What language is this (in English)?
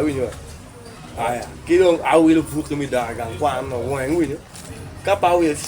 Acoli